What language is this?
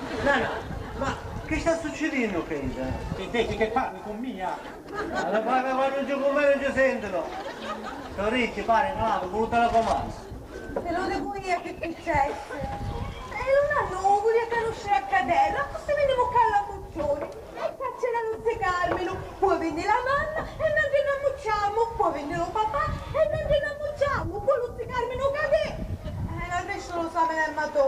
Sicilian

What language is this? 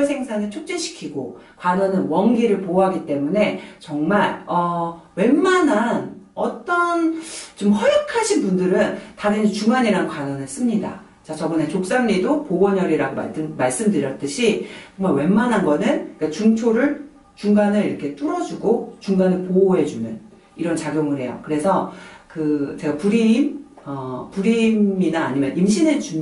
Korean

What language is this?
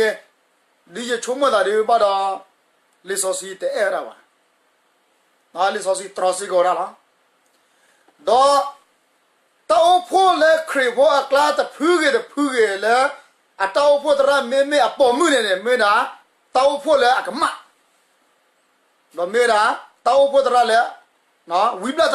S'gaw Karen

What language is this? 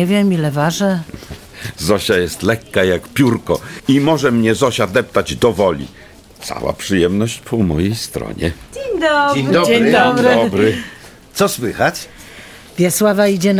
Polish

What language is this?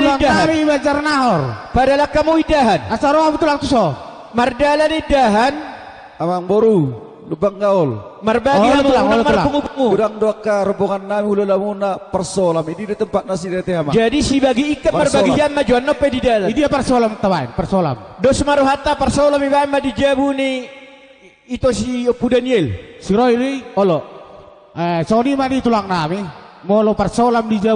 Batak Toba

